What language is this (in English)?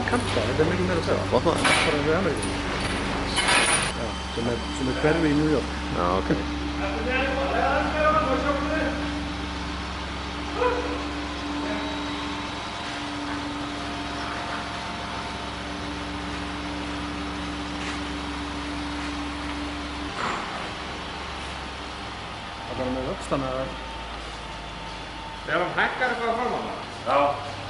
Icelandic